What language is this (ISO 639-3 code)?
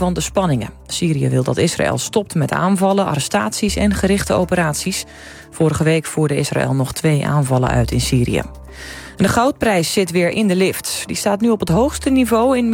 nld